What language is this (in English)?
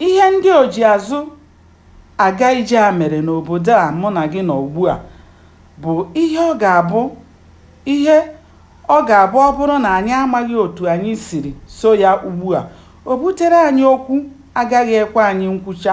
Igbo